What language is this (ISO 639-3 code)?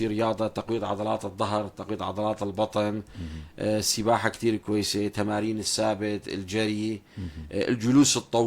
apc